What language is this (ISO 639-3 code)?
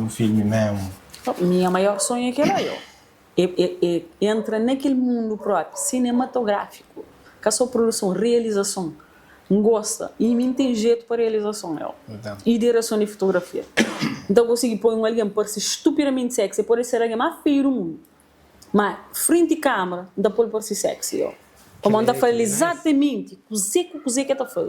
kea